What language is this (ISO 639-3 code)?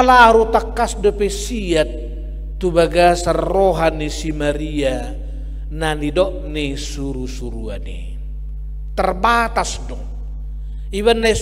bbc